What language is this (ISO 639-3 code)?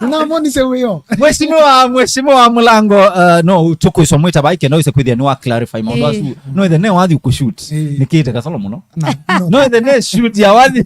kam